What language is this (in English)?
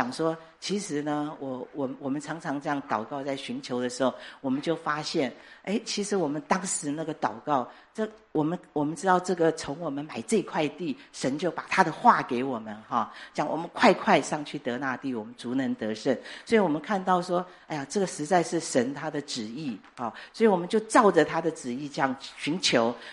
Chinese